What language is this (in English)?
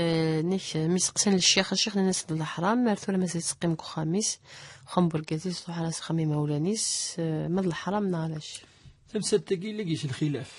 Kabyle